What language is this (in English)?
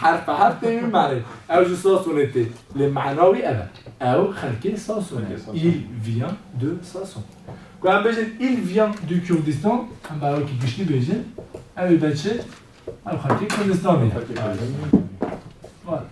Kurdish